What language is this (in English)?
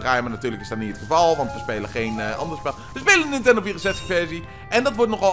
Dutch